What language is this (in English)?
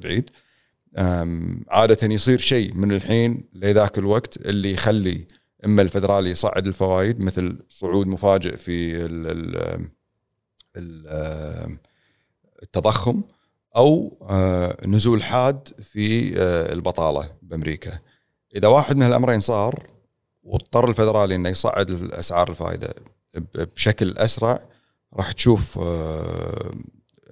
Gulf Arabic